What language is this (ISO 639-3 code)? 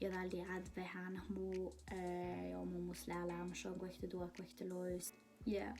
sme